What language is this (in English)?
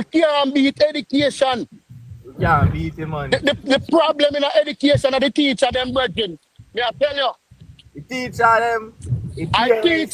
Jamaican Creole English